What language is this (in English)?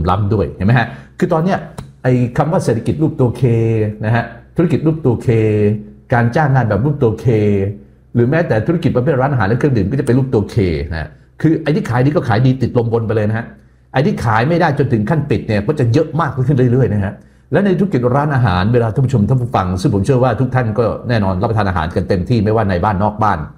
Thai